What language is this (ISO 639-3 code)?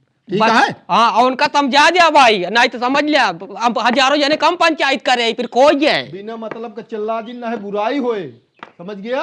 awa